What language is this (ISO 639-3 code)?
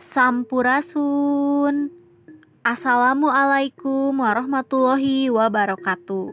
sun